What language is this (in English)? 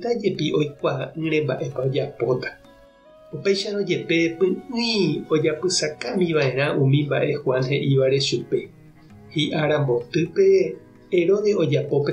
Guarani